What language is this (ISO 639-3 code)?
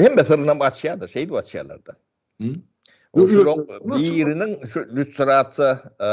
tuk